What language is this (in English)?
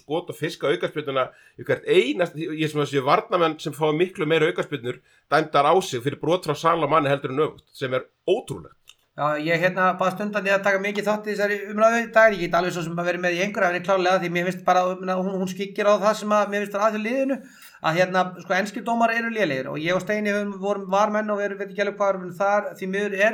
Icelandic